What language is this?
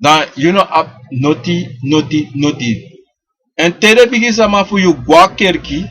Sranan Tongo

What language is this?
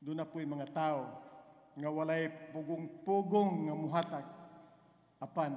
Cebuano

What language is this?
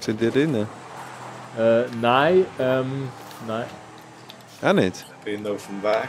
Swiss German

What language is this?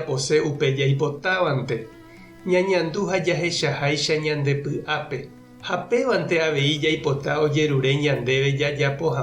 Guarani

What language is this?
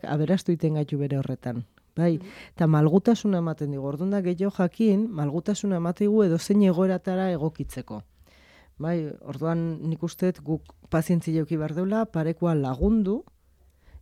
Basque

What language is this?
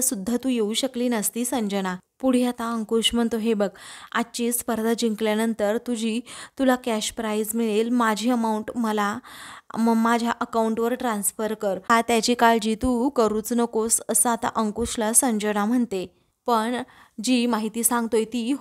Marathi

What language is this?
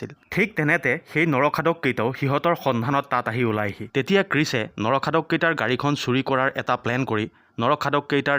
Assamese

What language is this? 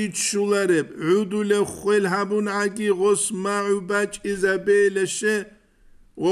Avaric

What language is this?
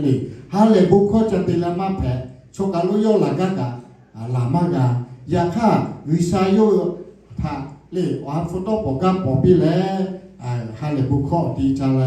Lahu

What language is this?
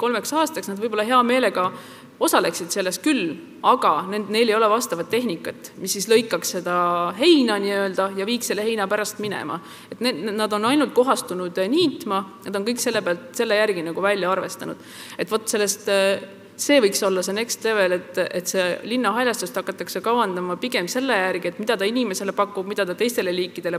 Estonian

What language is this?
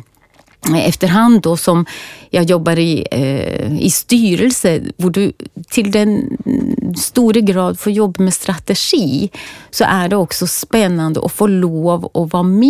Swedish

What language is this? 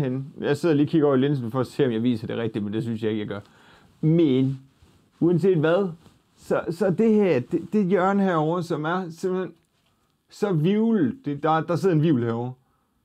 Danish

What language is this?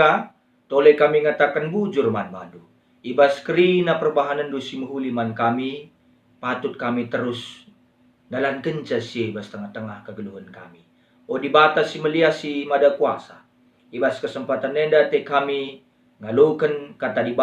Batak Karo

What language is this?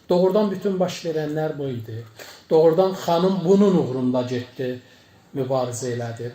Azerbaijani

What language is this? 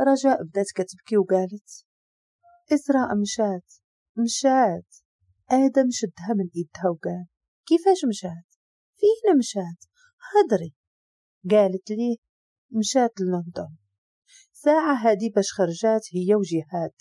Moroccan Arabic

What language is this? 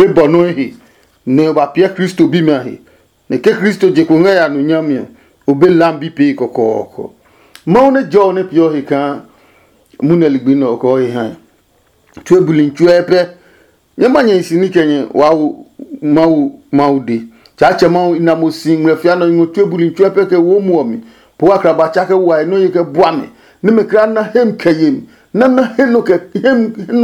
Adangme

